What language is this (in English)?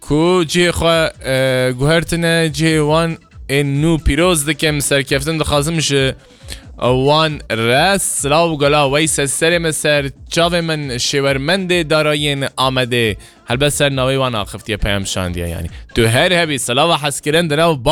Kurdish